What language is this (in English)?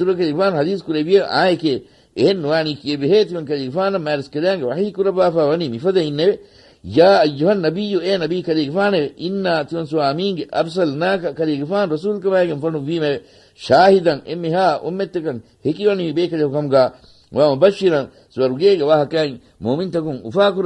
Divehi